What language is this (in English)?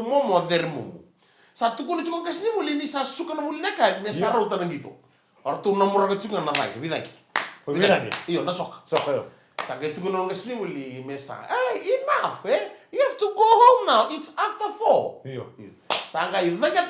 Fijian